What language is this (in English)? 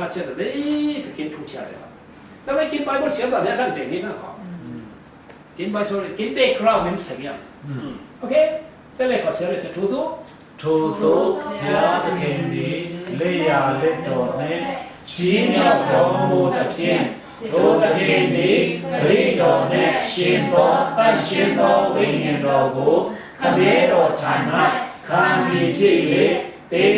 Falam Chin